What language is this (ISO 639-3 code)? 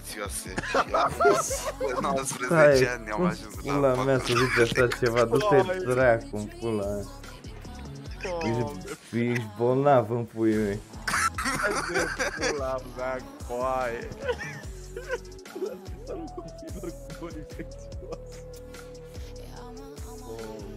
ron